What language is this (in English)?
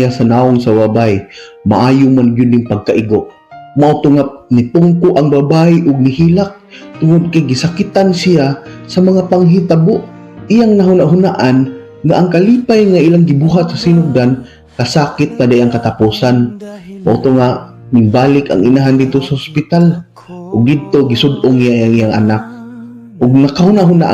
Cebuano